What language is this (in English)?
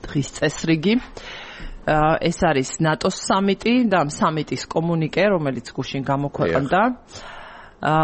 Georgian